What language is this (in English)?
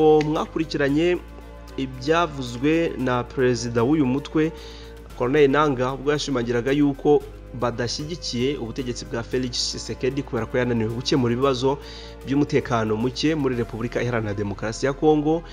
Kinyarwanda